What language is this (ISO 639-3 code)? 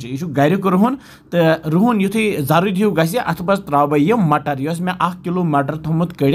kas